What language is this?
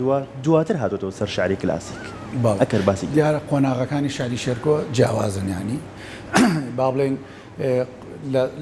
Central Kurdish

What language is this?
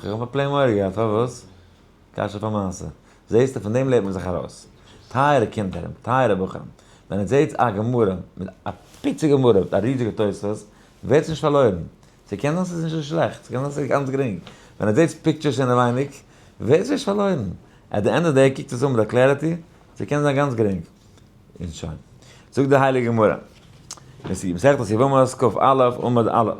Yiddish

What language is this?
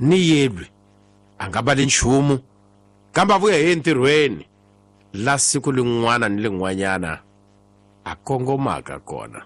Tsonga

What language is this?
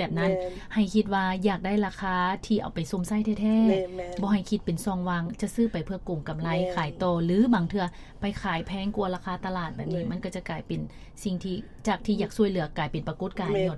Lao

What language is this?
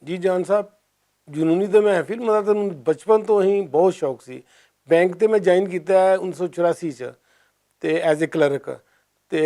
Western Panjabi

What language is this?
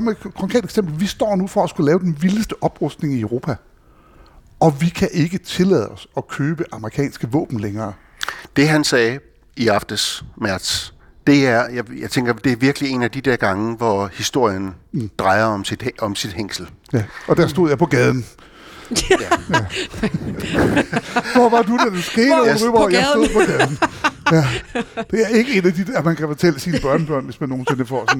Danish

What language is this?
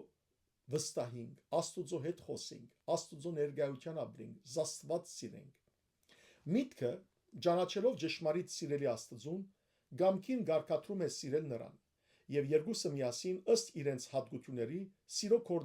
Western Armenian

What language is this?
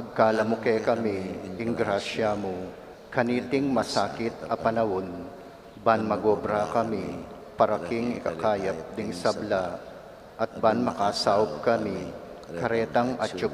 Pampanga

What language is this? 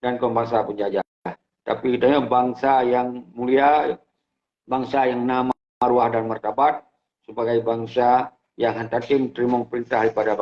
Achinese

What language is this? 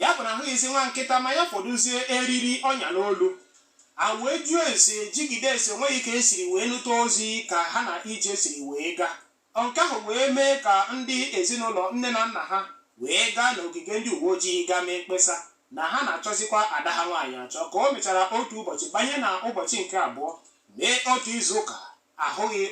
Igbo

